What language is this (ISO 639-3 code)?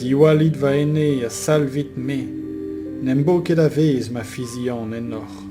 bre